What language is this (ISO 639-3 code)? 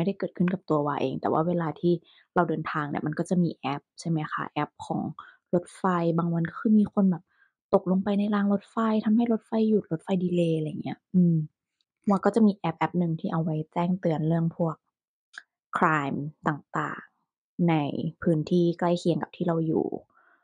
tha